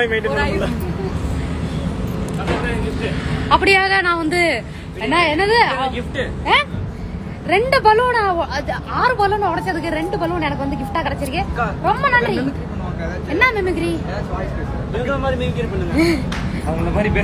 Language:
Tamil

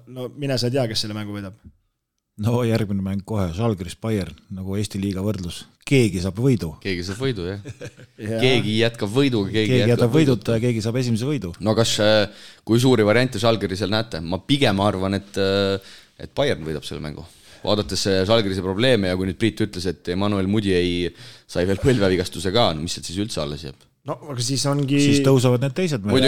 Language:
Estonian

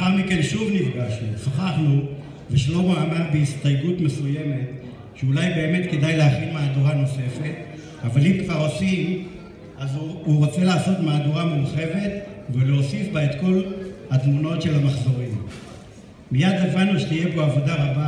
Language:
Hebrew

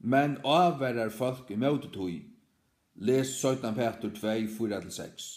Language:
Faroese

